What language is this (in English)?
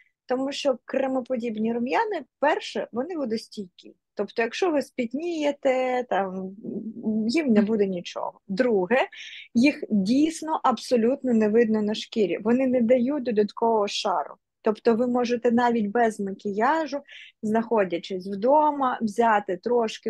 Ukrainian